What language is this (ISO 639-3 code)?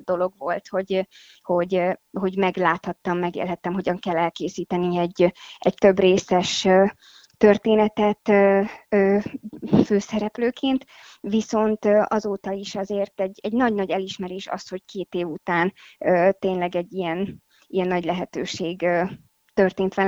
hun